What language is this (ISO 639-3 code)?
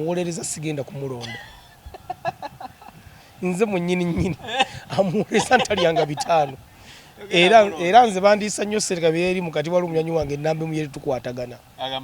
lug